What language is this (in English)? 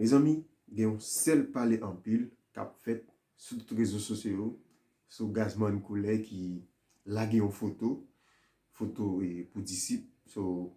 Haitian Creole